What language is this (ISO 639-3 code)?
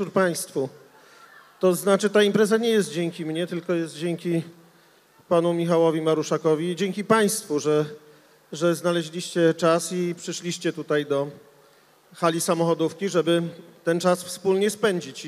pol